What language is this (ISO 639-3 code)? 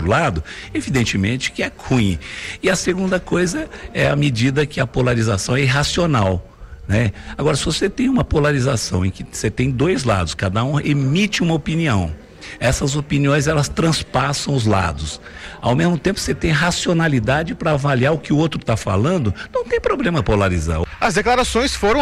por